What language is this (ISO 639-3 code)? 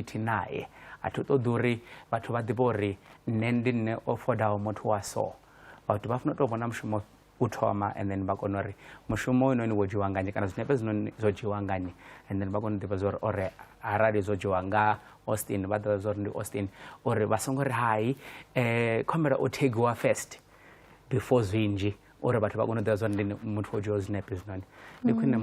ven